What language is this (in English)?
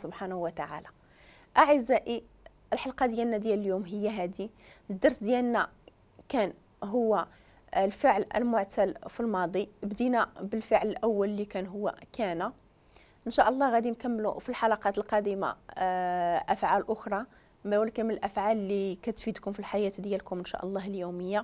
Moroccan Arabic